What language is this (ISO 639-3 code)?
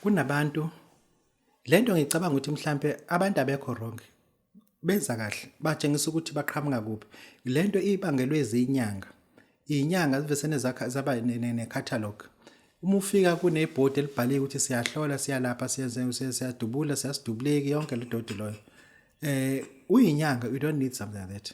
zul